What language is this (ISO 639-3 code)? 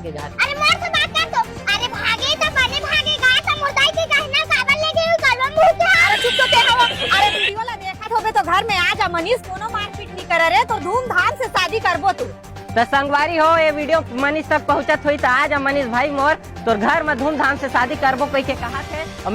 hne